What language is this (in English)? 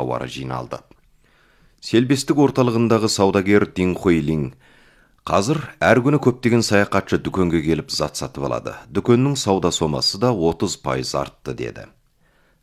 Kazakh